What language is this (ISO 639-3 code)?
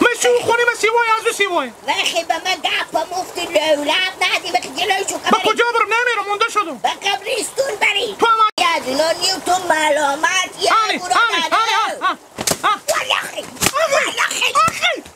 haz